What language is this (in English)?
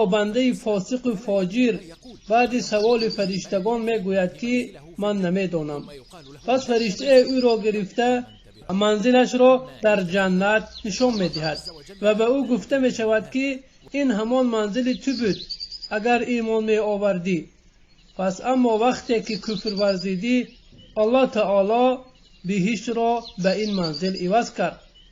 Tajik